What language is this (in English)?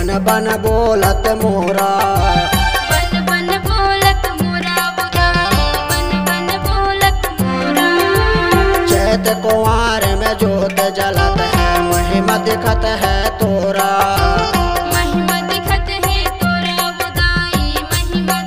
Chhattisgarhi